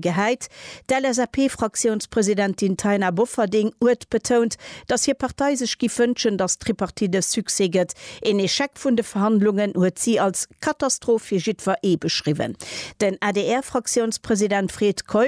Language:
Luxembourgish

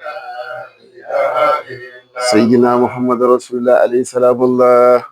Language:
Hausa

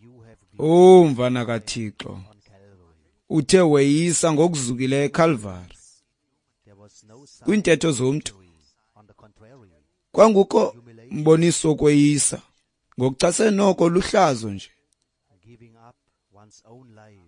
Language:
Xhosa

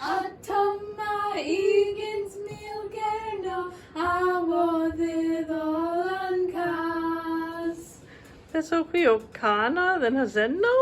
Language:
Cornish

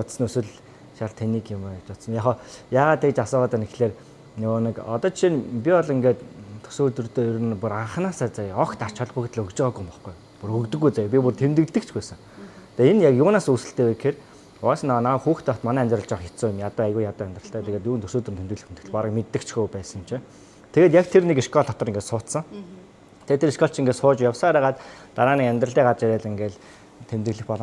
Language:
Mongolian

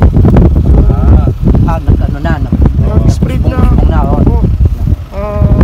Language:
Filipino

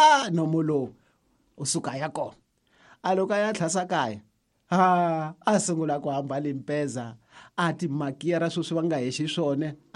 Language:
Tsonga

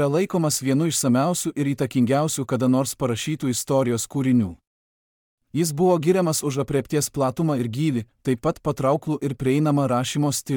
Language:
Lithuanian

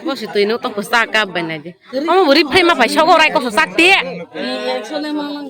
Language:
Kok Borok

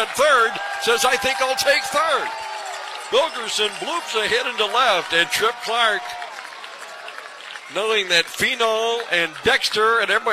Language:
English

